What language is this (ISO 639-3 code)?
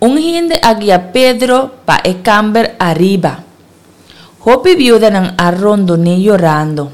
pap